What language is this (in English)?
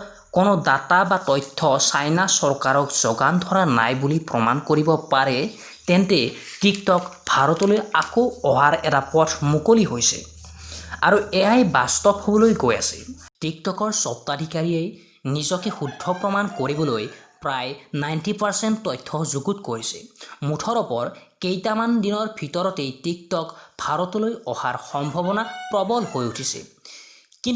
Assamese